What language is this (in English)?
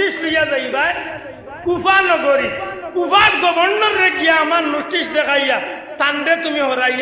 Sylheti